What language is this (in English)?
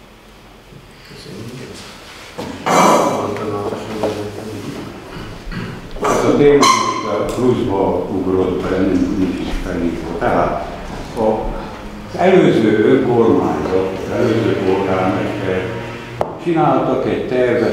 Hungarian